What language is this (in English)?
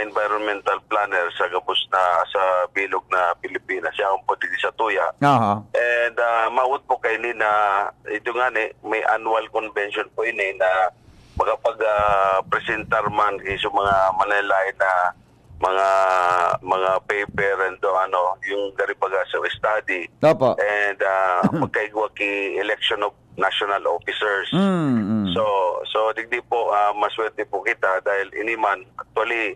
Bikol